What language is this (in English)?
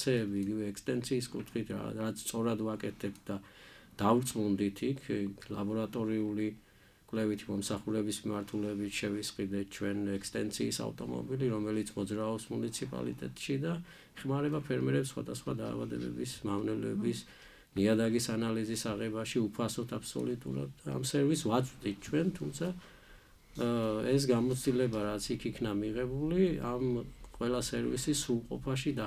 Georgian